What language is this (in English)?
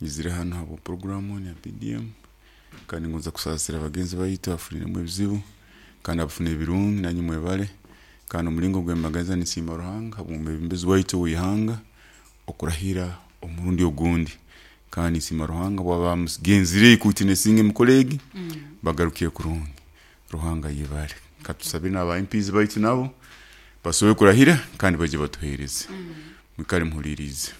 Nyoro